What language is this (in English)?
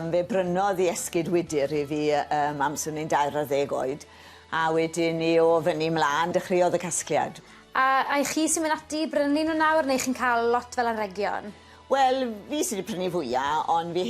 Welsh